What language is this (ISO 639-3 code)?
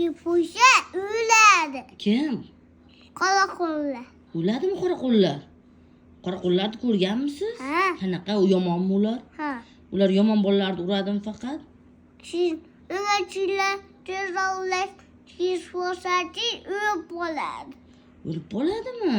uzb